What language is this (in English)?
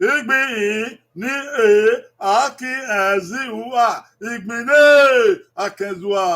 Bini